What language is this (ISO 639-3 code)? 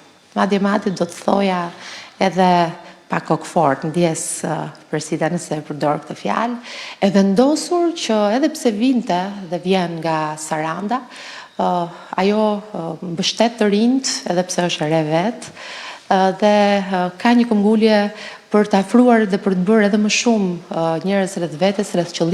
sqi